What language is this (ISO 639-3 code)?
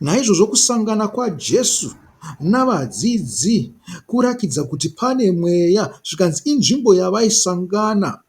sna